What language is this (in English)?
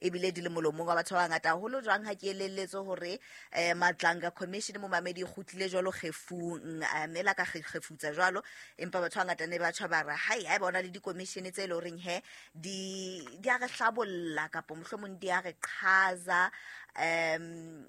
Southern Sotho